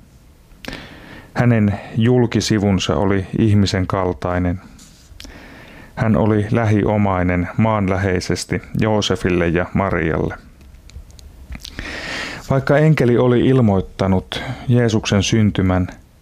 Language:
Finnish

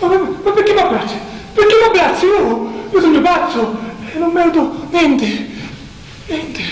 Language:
Sicilian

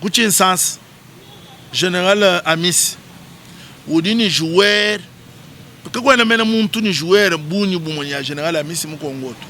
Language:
Luba-Lulua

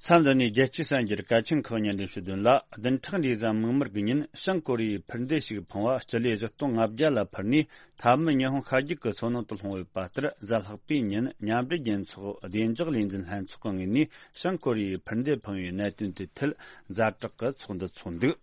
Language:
Tibetan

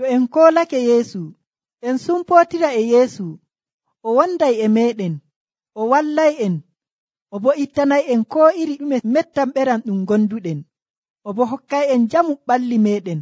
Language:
Nigerian Fulfulde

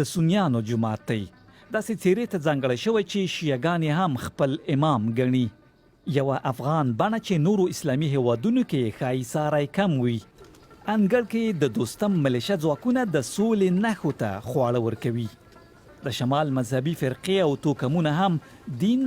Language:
Pashto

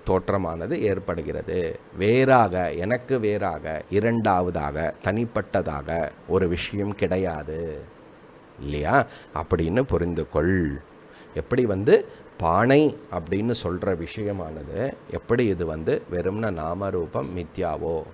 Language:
Tamil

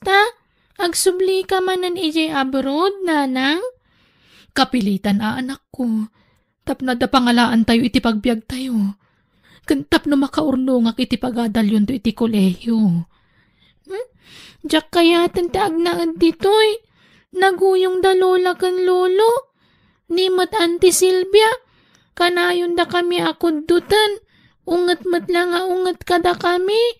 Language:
Iloko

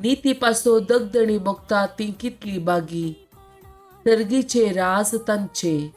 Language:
Konkani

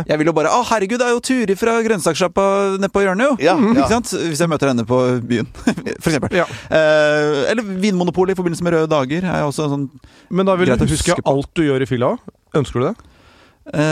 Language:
Norwegian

